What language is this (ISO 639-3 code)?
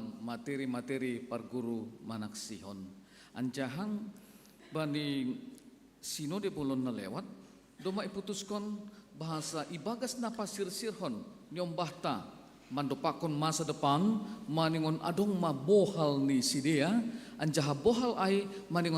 bts